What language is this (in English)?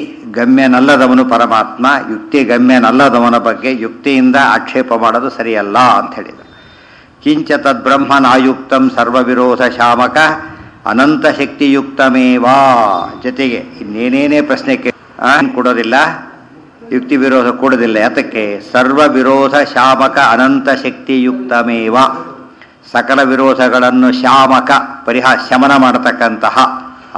Kannada